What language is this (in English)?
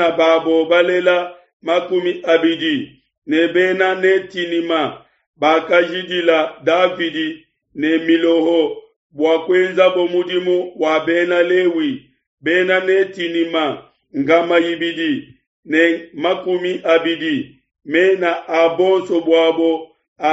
Luba-Lulua